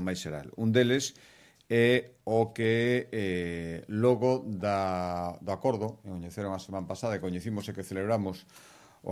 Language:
Galician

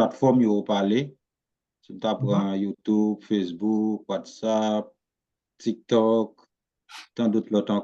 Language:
Haitian Creole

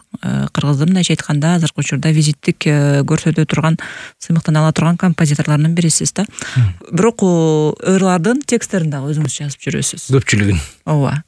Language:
Kyrgyz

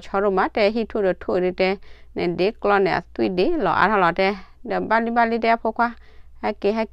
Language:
S'gaw Karen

